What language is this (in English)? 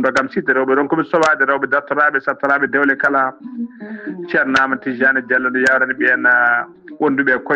Fula